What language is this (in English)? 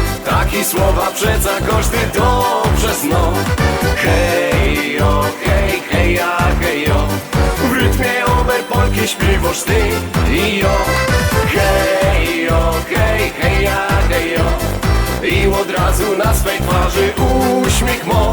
Silesian